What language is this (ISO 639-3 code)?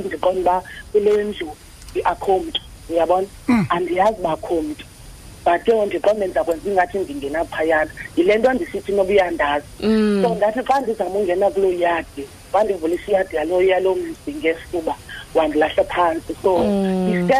xho